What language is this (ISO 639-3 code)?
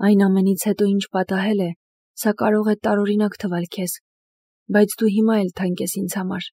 hye